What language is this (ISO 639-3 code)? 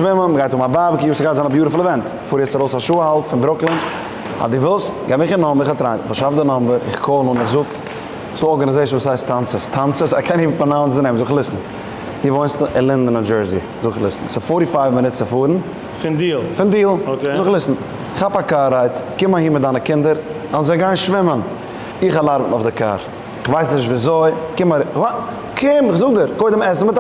yid